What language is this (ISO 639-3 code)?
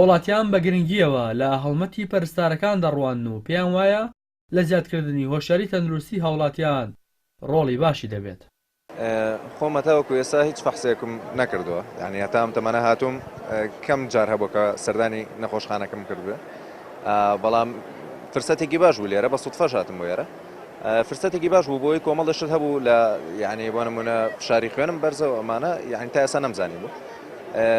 ckb